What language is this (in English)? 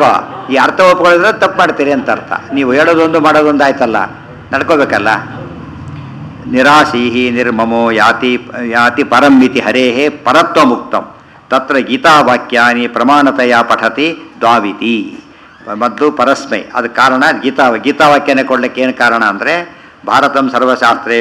Kannada